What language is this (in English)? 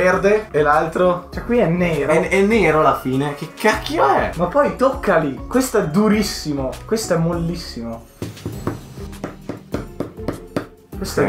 Italian